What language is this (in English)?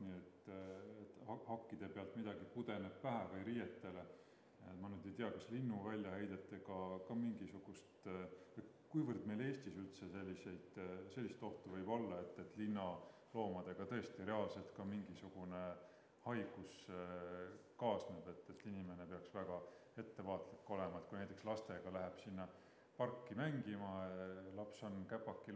Estonian